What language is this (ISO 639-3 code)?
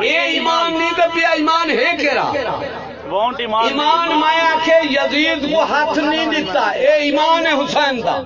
skr